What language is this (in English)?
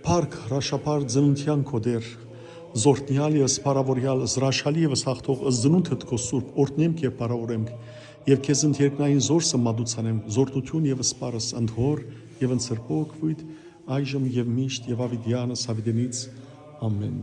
Western Armenian